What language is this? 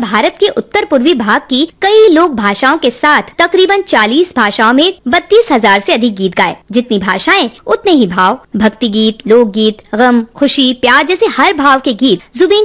Hindi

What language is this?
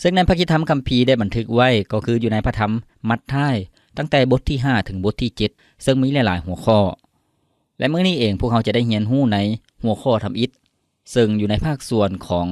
Lao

